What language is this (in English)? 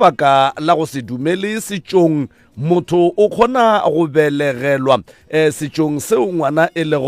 Northern Sotho